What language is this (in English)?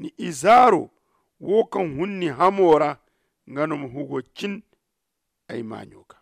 Zarma